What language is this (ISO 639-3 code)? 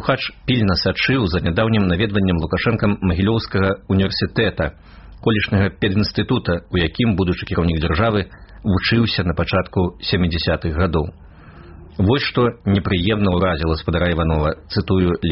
bel